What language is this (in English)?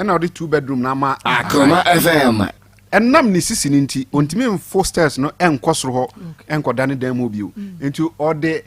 Akan